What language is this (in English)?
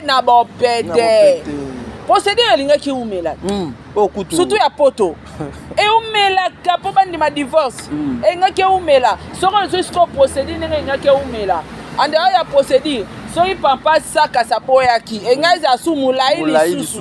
Lingala